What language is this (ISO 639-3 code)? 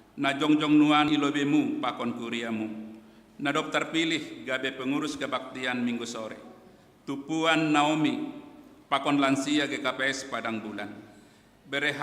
bts